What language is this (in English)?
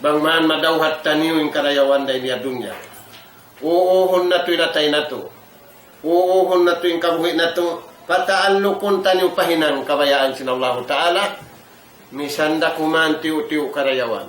Tausug